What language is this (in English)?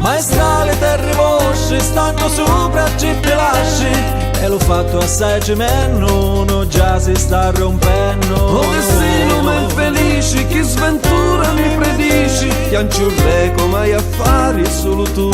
Sicilian